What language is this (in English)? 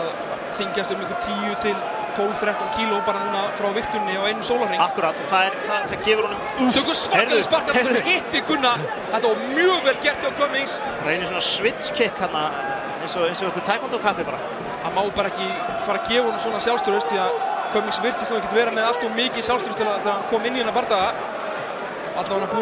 Icelandic